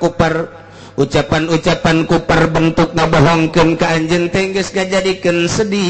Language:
Sundanese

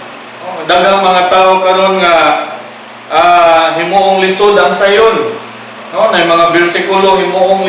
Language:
Cebuano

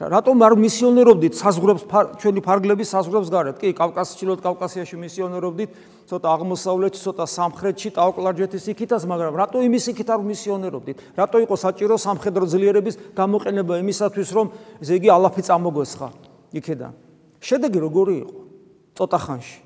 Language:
Georgian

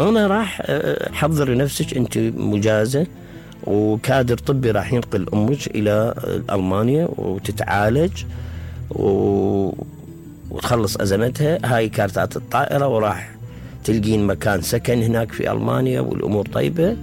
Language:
Mesopotamian Arabic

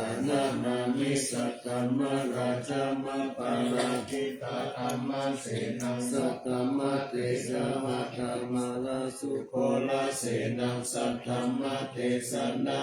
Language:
Pali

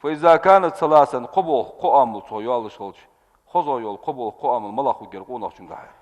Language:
Ingush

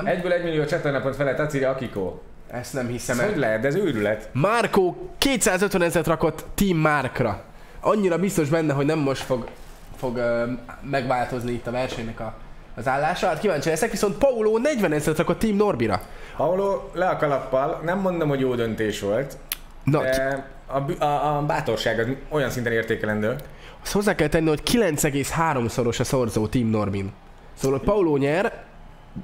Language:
Hungarian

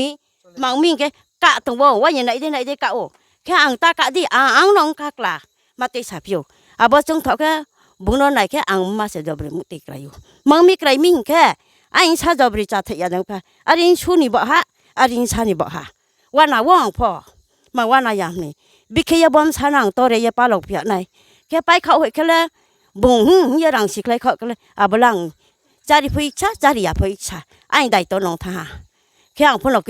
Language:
Riang (India)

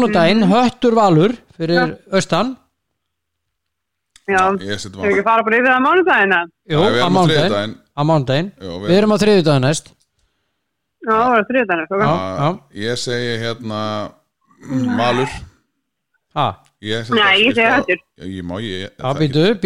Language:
Icelandic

